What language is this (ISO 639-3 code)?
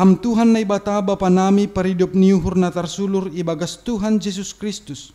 bts